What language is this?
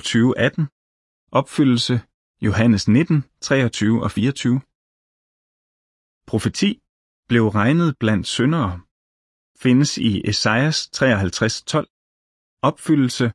Danish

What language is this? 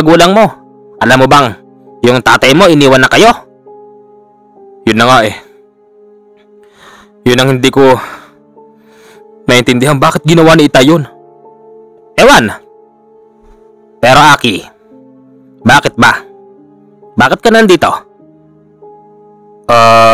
Filipino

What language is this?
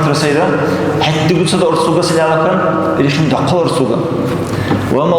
Dargwa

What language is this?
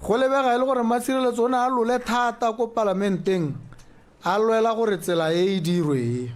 Tswana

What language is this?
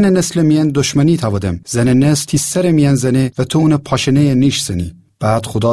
Gilaki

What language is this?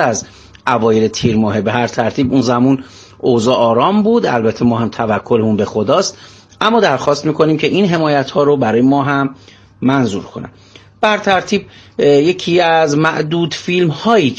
Persian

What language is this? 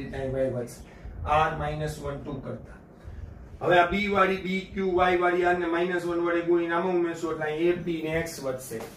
Gujarati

